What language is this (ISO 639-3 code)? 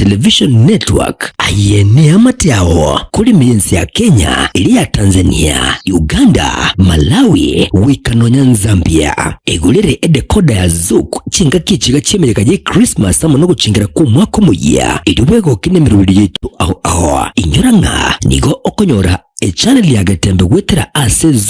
guz